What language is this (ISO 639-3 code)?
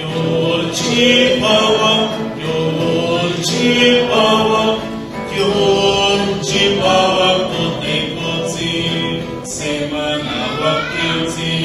nah